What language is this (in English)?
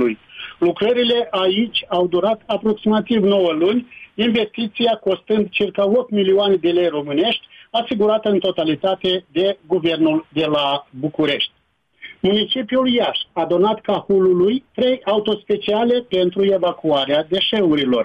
Romanian